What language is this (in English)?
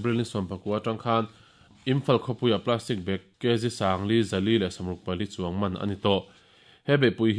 Mizo